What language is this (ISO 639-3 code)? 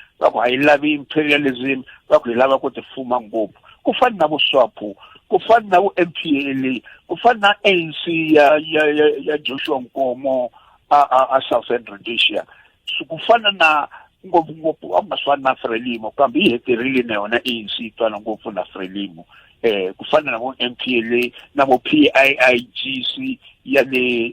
tso